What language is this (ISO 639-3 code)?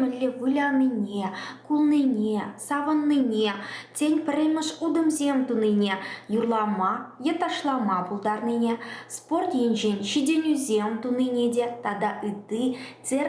chv